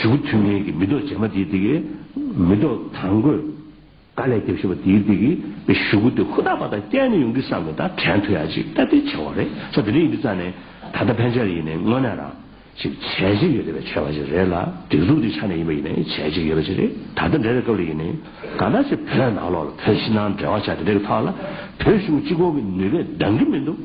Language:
Tibetan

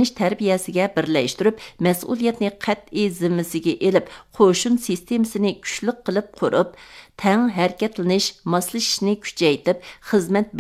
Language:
Uyghur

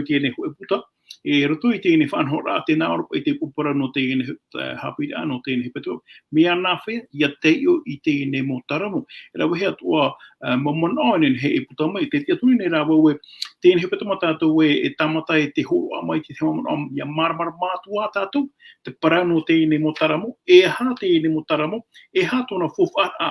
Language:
Tahitian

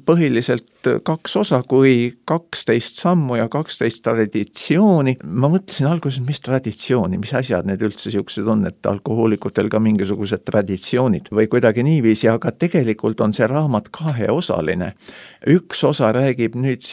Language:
Estonian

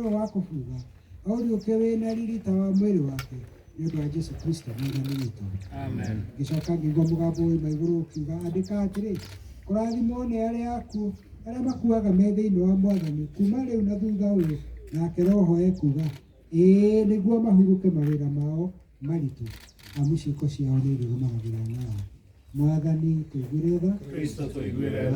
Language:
Kikuyu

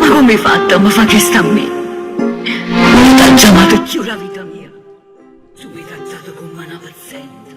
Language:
Neapolitan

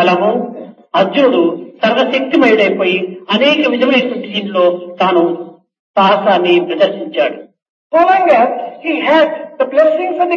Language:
Telugu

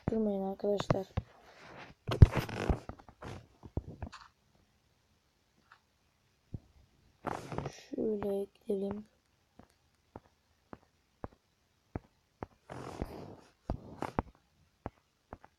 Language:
Turkish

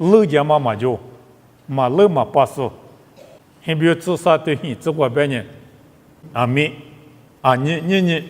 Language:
Lisu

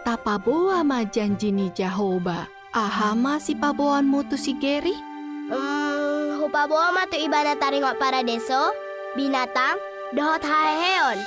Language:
Batak Toba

